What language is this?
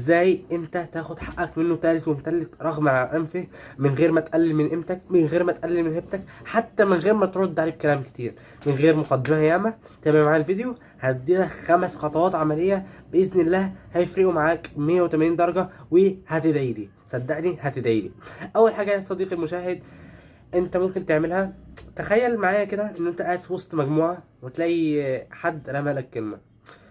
Egyptian Arabic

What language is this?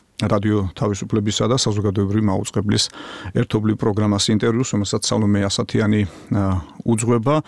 Georgian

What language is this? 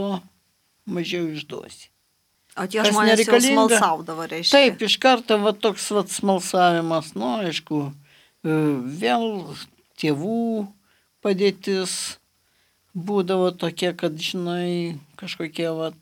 Lithuanian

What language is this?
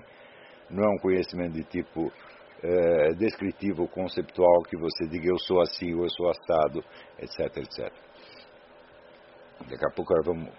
Portuguese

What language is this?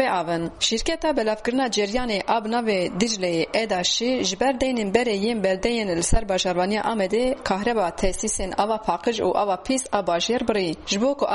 Kurdish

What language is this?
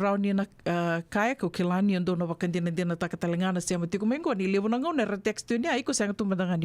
Fijian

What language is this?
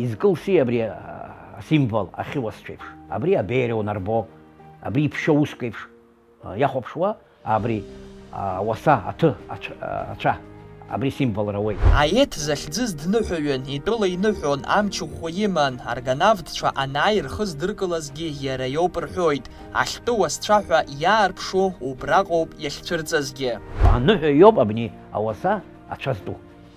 Abkhazian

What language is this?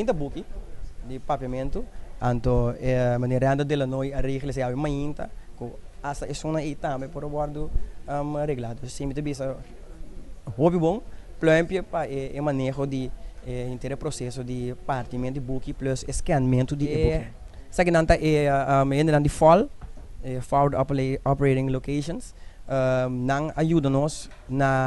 Papiamento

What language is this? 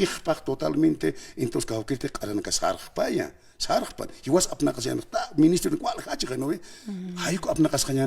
Aymara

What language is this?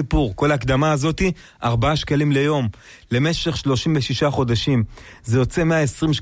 Hebrew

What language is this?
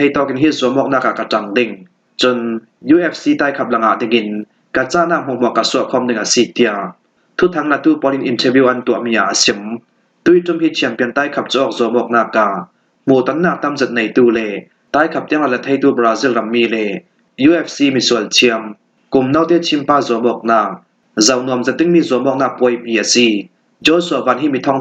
Falam Chin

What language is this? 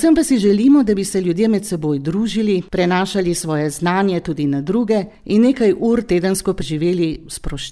Slovenian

